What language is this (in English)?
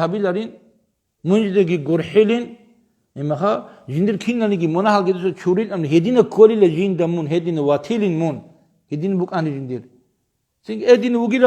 Avaric